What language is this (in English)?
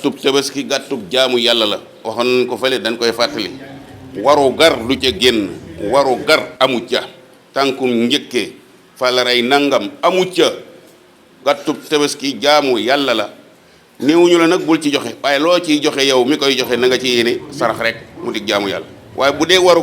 Wolof